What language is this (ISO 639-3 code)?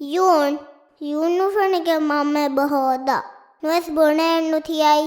div